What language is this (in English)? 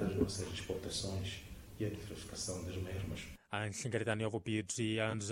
Tsonga